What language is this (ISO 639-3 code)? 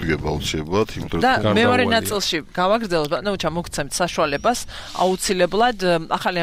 kat